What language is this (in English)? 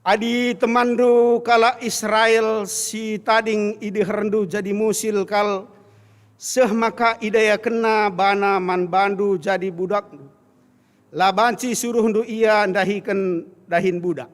Batak Karo